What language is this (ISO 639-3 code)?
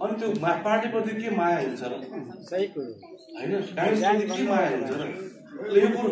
nep